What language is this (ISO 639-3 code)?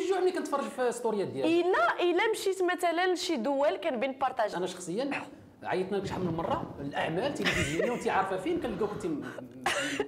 ary